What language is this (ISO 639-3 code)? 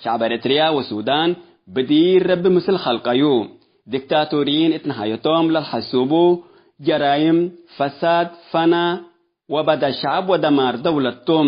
tig